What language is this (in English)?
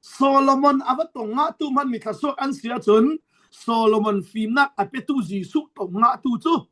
Falam Chin